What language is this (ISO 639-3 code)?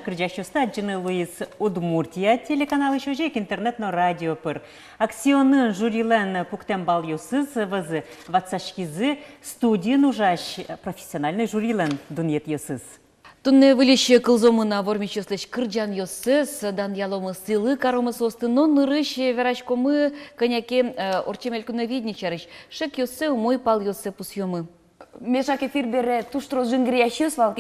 udm